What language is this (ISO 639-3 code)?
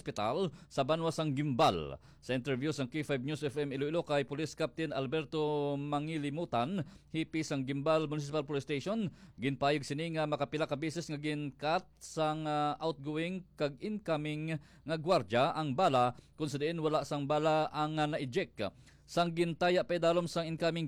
hil